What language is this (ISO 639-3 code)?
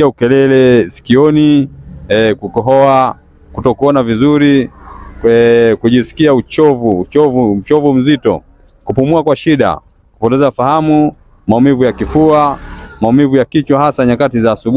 swa